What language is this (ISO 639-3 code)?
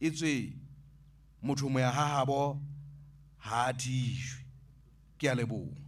sot